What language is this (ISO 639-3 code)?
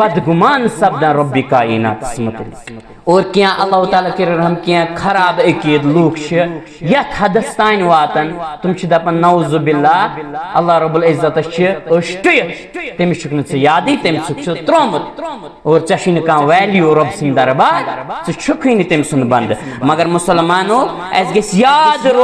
kas